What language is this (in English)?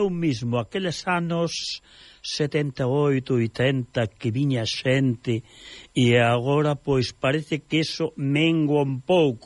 Galician